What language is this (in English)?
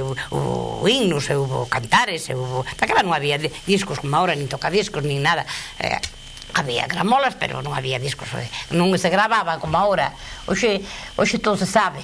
Galician